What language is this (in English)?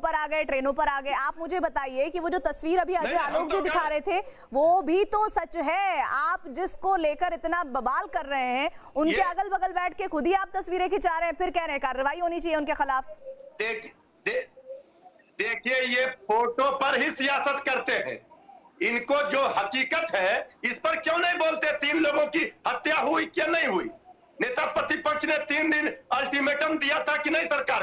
Hindi